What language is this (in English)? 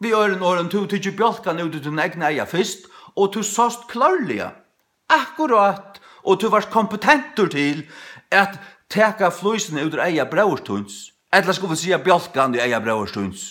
Faroese